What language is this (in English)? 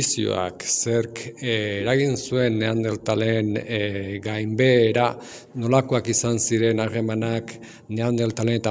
Basque